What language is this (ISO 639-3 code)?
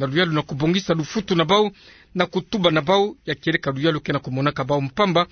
ktu